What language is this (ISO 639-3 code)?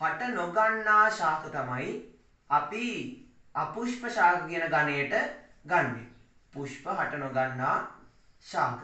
sin